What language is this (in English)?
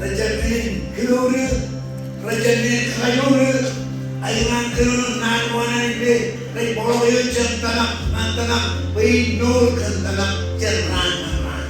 Marshallese